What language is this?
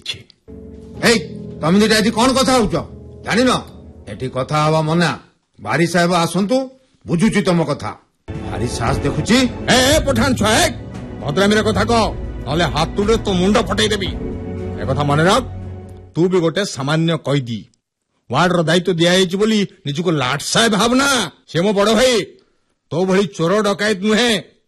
Odia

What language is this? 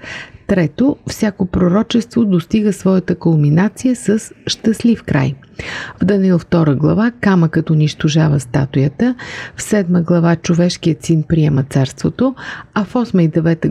Bulgarian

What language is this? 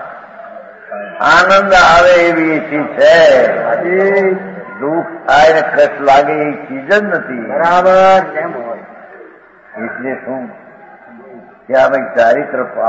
Gujarati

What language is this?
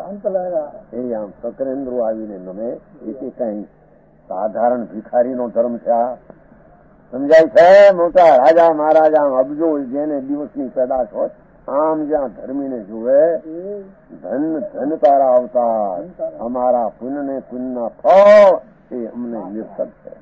Gujarati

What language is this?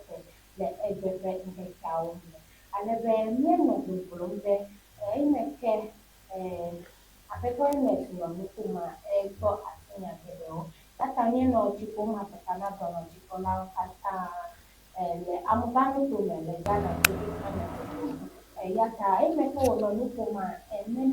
Ewe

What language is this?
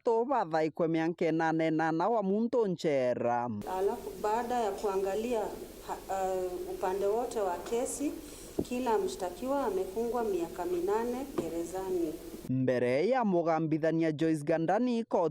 Meru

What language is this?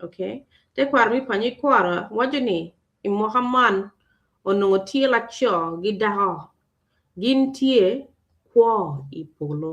Acoli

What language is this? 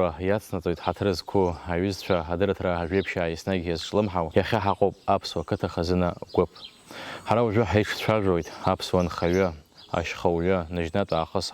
Abkhazian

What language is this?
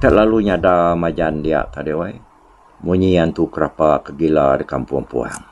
Iban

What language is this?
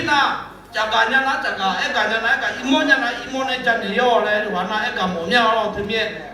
Akha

